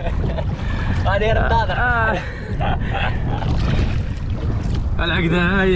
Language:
Moroccan Arabic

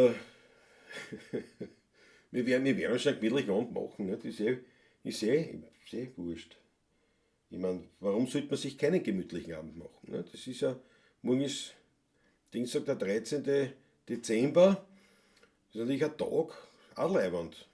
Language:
Bavarian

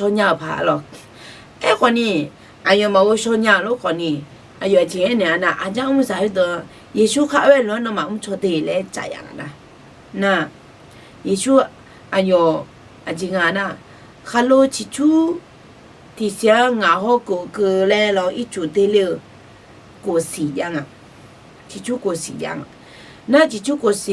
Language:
Akha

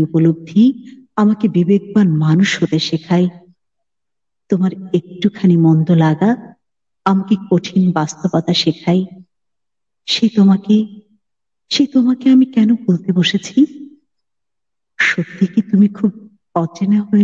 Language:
Bangla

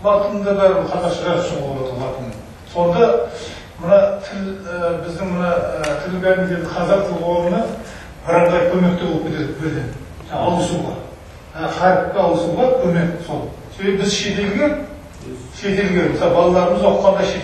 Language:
Kazakh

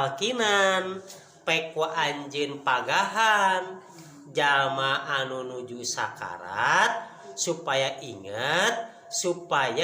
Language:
Sundanese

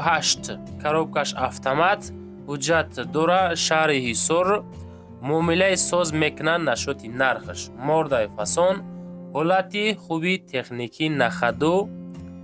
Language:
Tajik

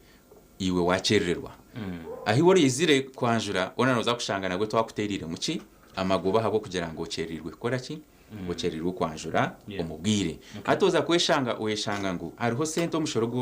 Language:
Nyankole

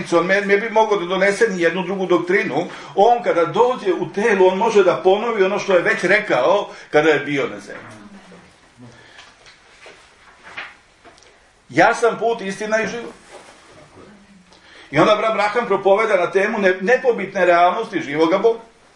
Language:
Serbian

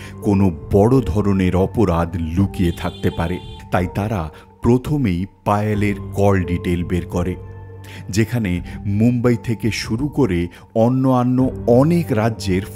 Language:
Bangla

